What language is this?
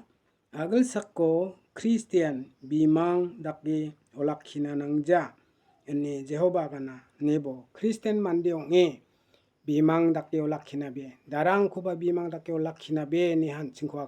Garo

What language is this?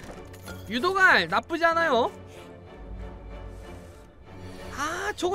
Korean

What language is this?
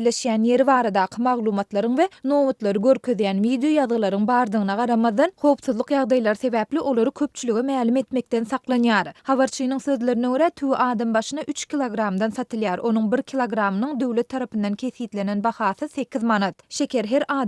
Turkmen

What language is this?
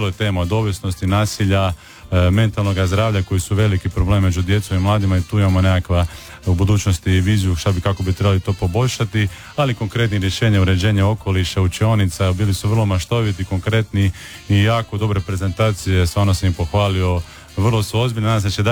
Croatian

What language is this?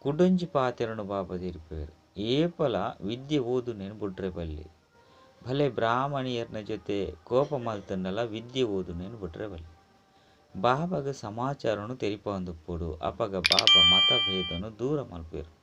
Tulu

